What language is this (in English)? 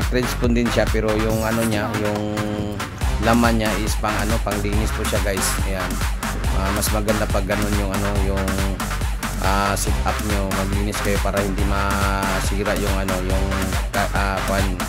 Filipino